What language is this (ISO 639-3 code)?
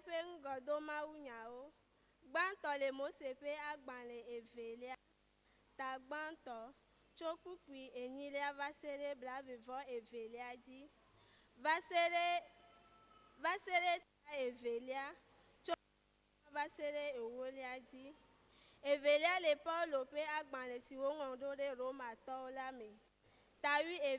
ewe